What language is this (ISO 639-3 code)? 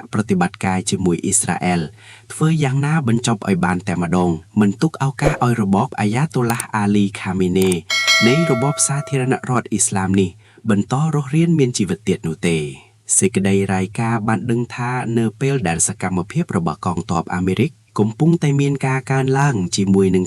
khm